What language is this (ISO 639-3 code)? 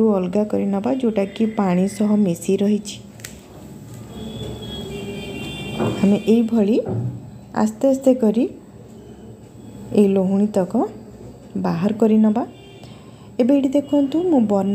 ori